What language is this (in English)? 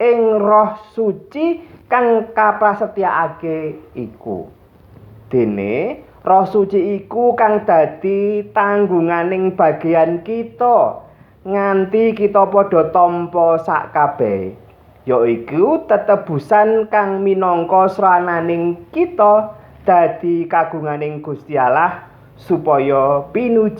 Javanese